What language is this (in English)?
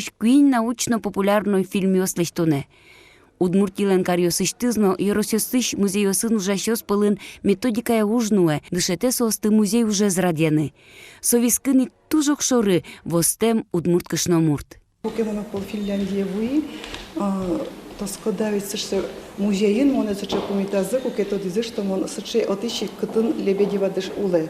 Udmurt